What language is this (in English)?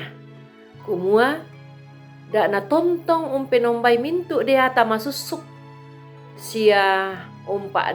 Toraja-Sa'dan